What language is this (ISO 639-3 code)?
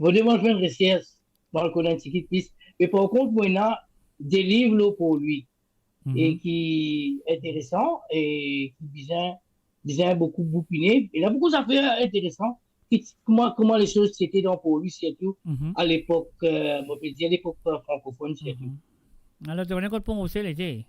mfe